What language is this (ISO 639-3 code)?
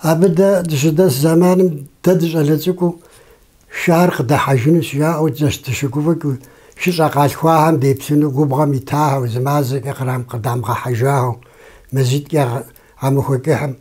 kbd